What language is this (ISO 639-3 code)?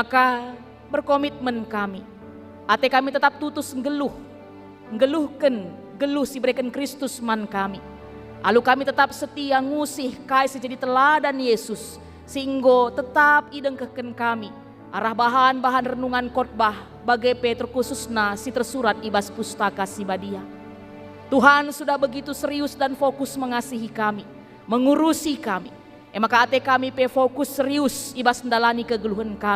btx